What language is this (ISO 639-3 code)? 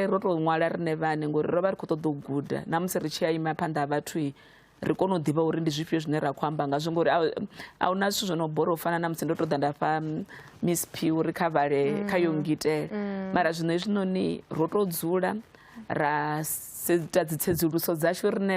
ven